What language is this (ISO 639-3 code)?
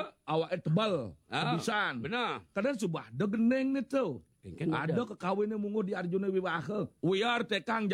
ban